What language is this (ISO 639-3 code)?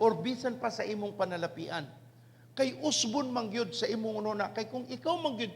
ceb